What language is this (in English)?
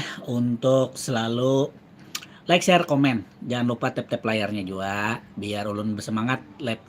Banjar